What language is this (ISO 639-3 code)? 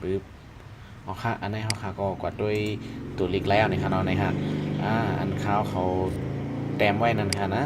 shn